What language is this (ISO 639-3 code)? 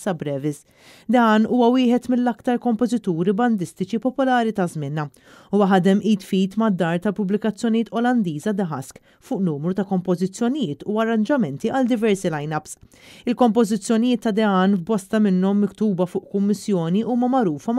mlt